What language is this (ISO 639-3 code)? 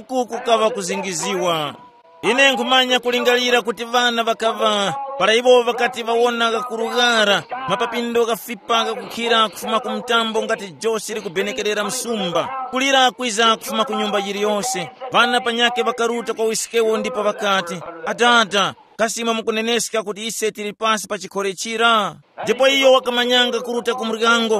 tum